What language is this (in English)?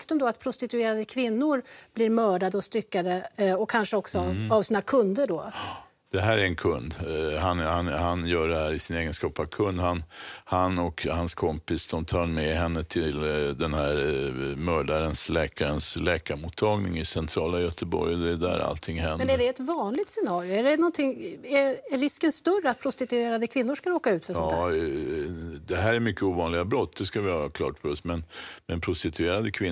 Swedish